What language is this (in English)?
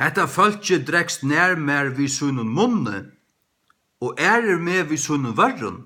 Faroese